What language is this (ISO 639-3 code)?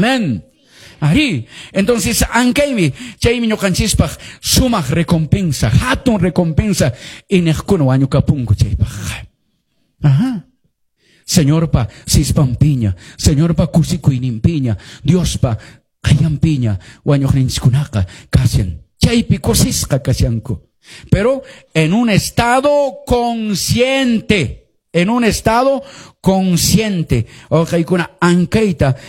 que